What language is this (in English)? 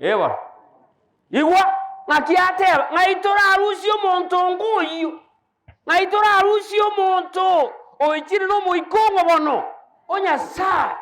Gusii